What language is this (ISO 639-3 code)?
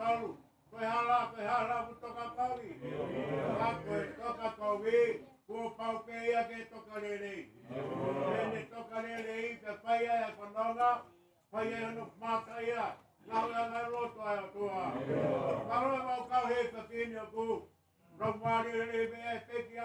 ton